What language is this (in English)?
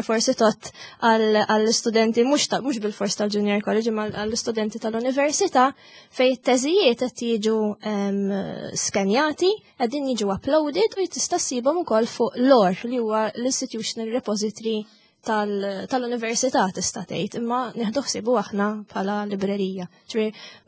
Maltese